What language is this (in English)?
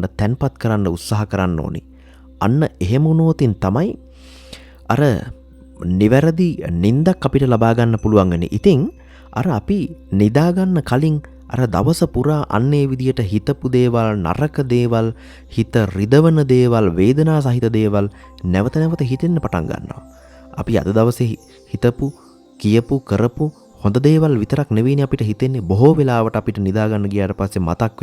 Sinhala